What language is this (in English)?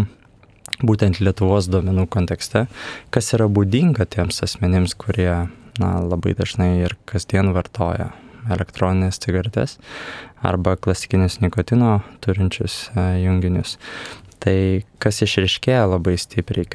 Lithuanian